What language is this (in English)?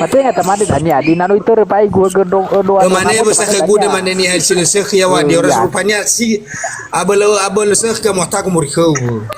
Nias